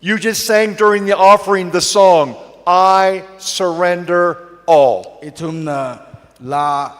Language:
Tangkhul Naga (India)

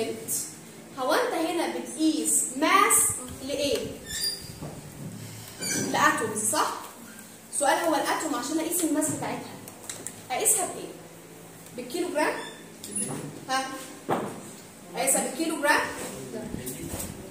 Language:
Egyptian Arabic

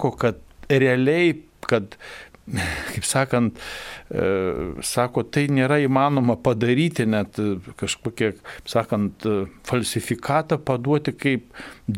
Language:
Lithuanian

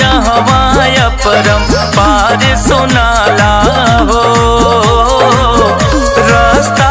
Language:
Bhojpuri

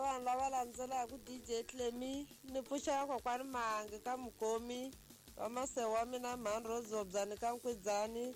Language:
Tsonga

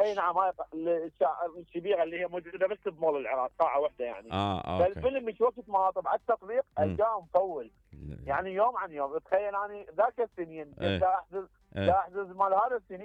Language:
Mesopotamian Arabic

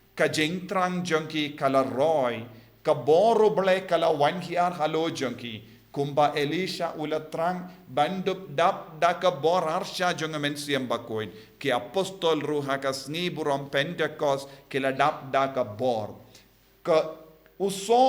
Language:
Khasi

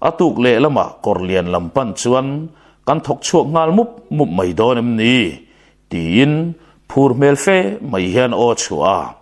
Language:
Mizo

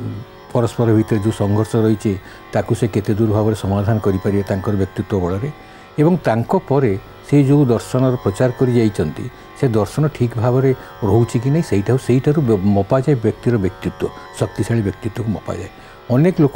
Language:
Odia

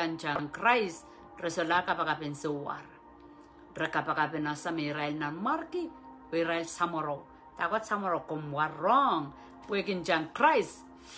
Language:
Pohnpeian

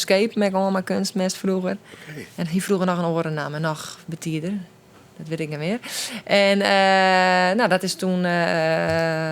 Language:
Western Frisian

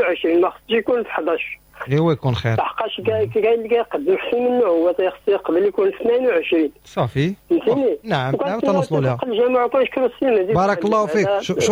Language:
Moroccan Arabic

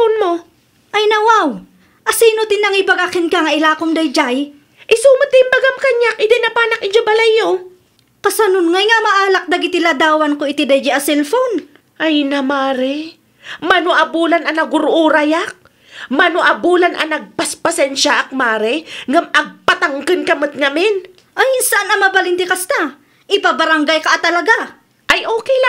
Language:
Iloko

